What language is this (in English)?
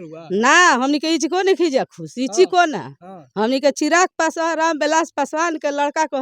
Bhojpuri